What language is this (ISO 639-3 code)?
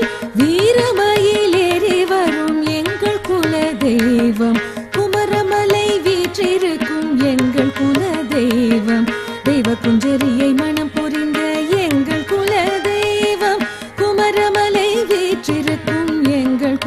tam